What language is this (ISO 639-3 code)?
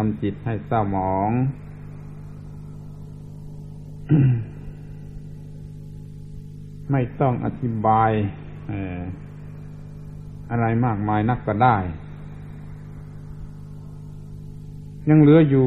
tha